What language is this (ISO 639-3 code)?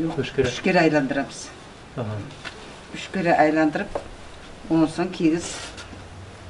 nog